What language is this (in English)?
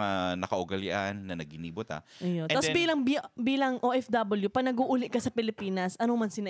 Bikol